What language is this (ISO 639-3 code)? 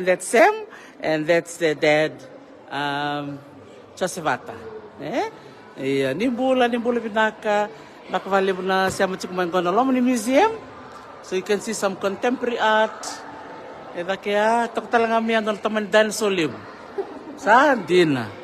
fij